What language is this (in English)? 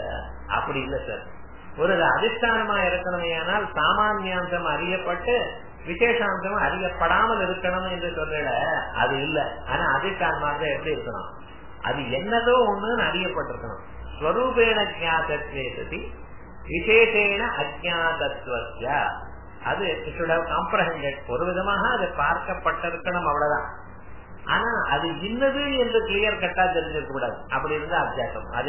Tamil